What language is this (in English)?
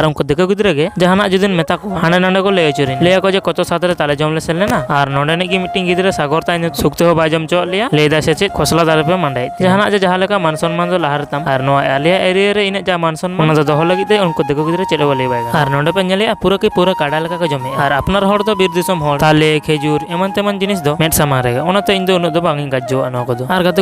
Santali